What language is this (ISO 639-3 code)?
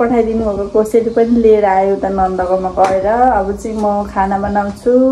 nep